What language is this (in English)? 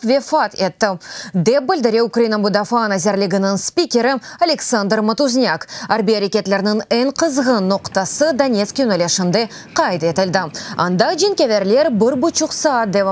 Crimean Tatar